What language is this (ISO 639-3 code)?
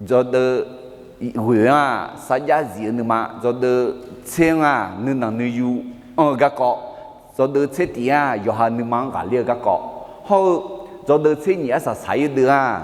ahk